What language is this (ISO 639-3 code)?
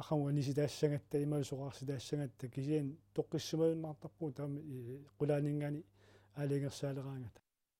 kal